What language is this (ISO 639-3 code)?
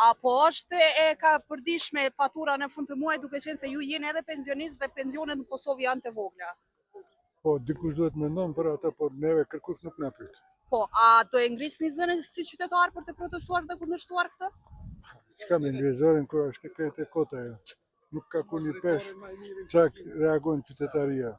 sqi